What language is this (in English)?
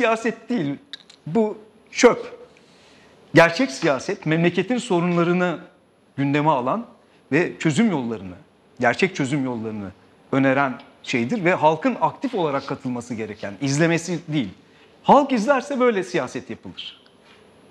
Turkish